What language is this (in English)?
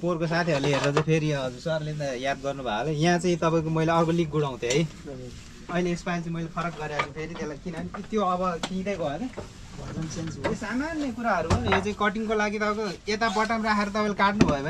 Nepali